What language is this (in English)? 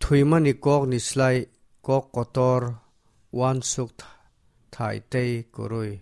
Kok Borok